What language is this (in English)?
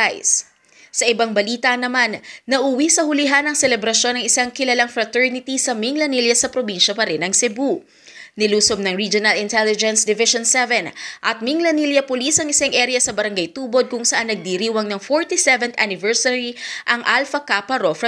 Filipino